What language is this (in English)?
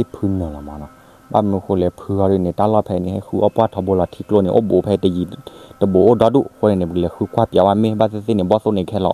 S'gaw Karen